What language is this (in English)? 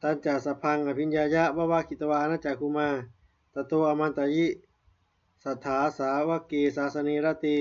Pali